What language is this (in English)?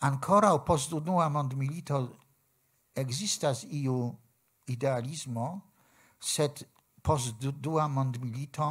Esperanto